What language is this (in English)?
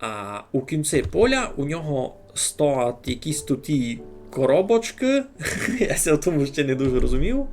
Rusyn